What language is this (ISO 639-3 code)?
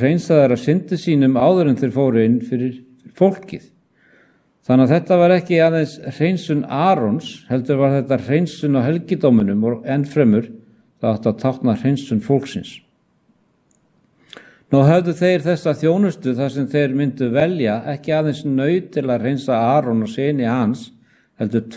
isl